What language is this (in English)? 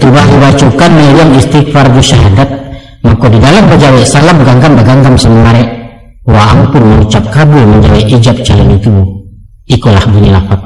Minangkabau